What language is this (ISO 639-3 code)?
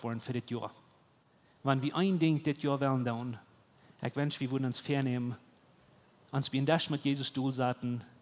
pdt